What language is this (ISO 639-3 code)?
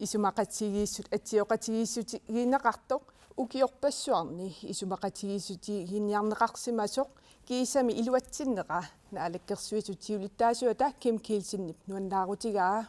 kal